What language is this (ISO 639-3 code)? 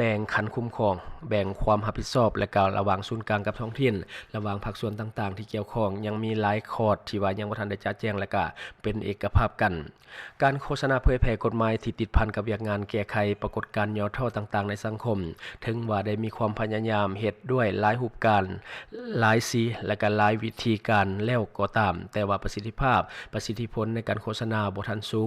lao